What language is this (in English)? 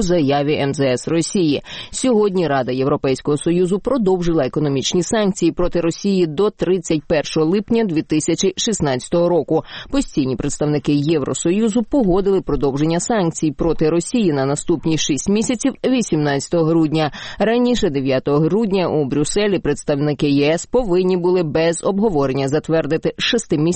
Ukrainian